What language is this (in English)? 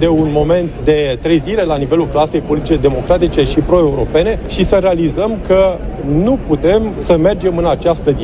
Romanian